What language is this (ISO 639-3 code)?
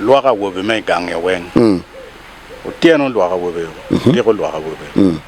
ach